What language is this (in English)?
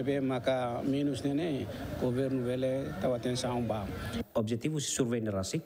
Tetum